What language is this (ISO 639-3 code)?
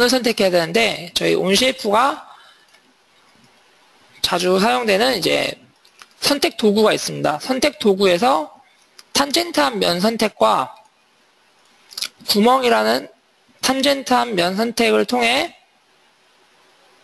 kor